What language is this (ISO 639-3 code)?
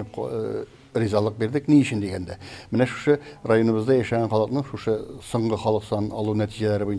tat